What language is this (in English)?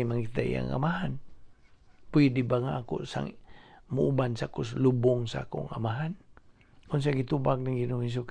Cebuano